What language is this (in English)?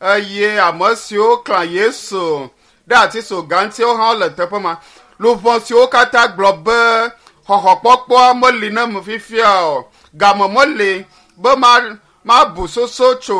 Ewe